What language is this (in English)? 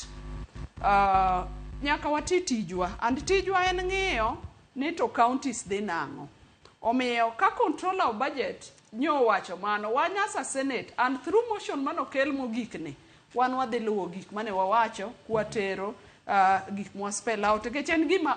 Luo (Kenya and Tanzania)